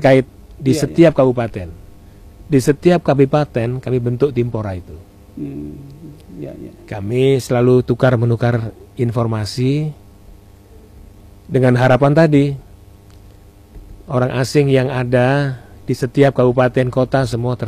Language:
Indonesian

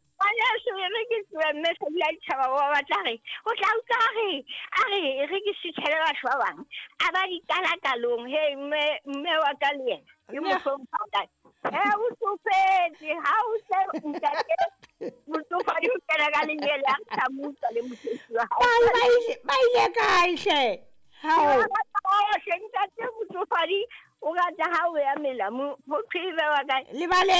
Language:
Southern Sotho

